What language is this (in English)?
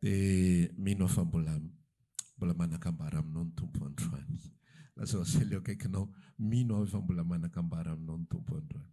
Malagasy